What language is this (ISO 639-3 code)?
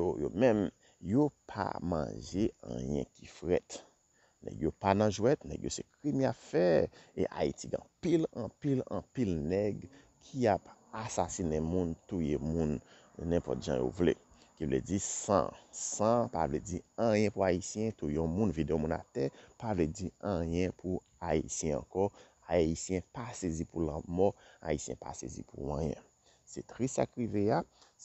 hat